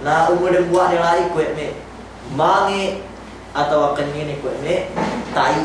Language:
Yakan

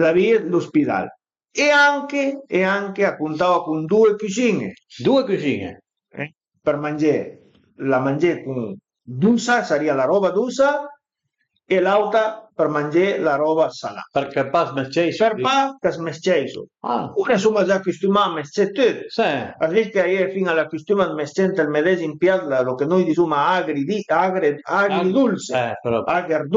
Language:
Piedmontese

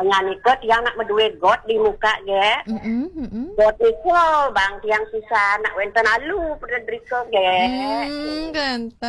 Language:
Balinese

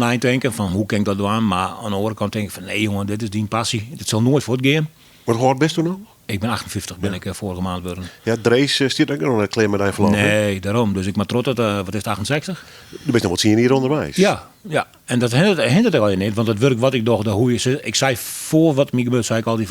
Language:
Western Frisian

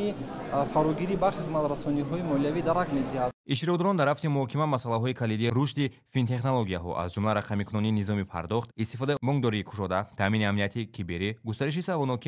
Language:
Tajik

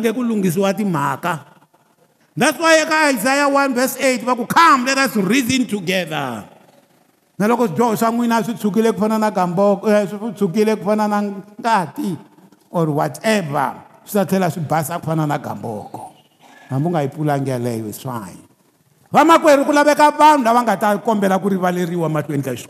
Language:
Tsonga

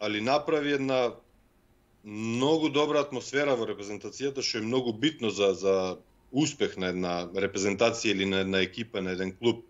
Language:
Macedonian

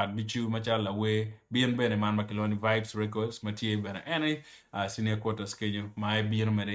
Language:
Acoli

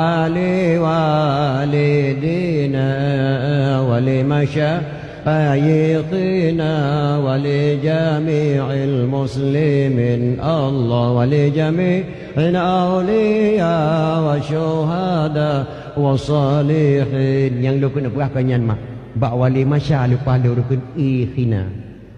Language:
Achinese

